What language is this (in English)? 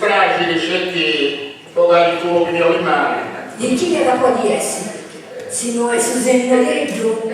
Sardinian